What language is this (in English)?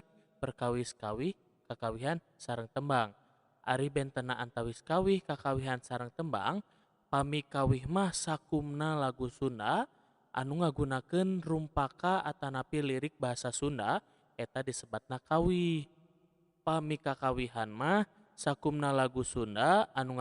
Sundanese